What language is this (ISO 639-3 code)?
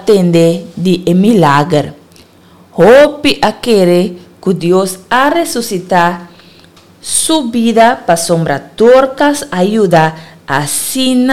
pap